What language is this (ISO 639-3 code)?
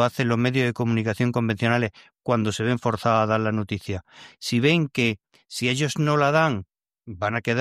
spa